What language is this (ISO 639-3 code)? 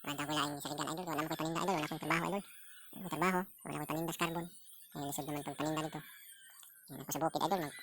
ceb